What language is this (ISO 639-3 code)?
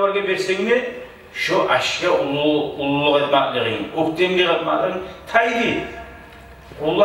kum